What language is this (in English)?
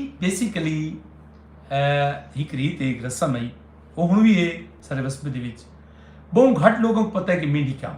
Saraiki